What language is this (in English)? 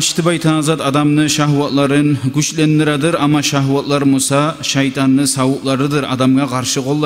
Kumyk